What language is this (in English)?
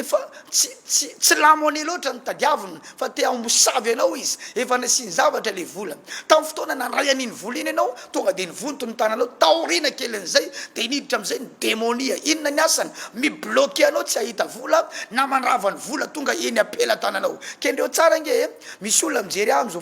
Malagasy